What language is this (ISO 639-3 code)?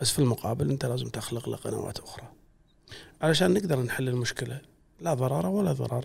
afb